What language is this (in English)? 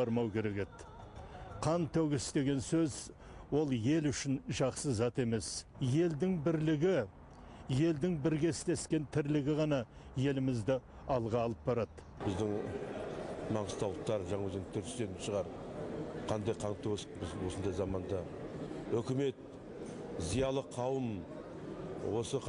Kazakh